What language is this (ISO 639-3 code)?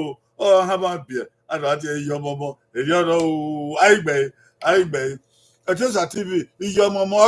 bin